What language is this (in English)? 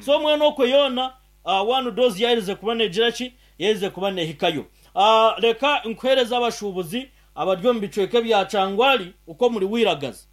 Nyankole